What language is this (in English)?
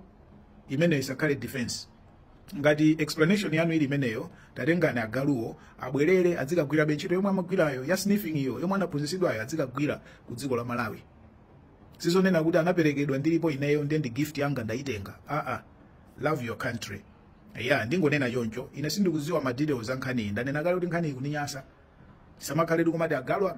Nyanja